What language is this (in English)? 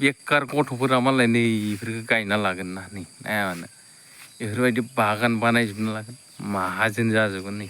Bodo